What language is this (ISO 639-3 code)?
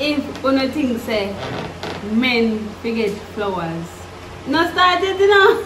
jam